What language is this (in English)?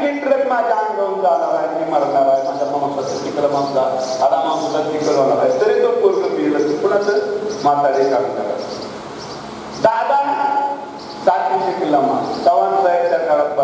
Marathi